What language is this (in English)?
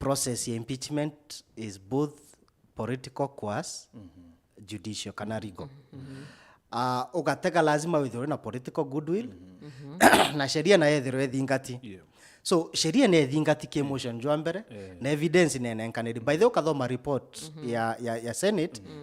Meru